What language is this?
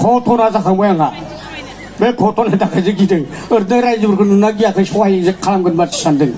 Bodo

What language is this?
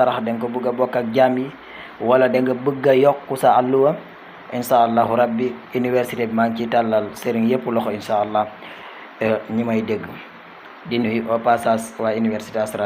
Wolof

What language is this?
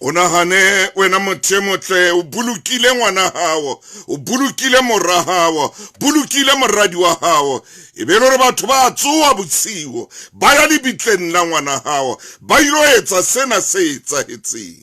Southern Sotho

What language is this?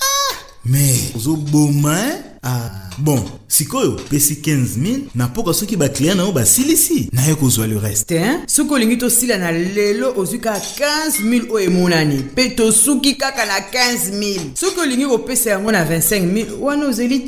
Lingala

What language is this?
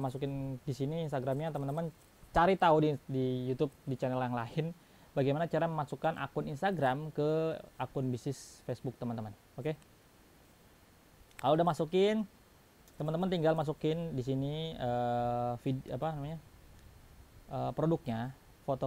Indonesian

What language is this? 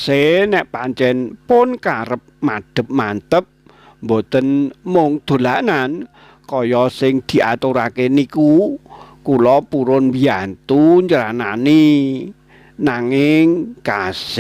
Javanese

